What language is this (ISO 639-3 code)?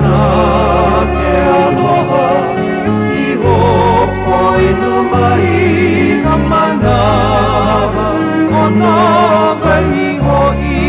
haw